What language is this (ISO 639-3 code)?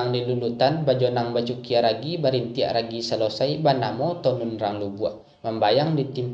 min